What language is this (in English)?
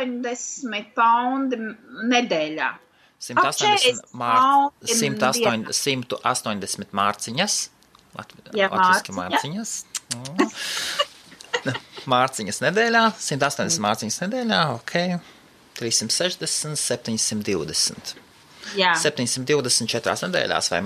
Latvian